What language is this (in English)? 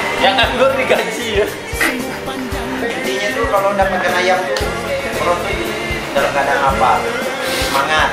Indonesian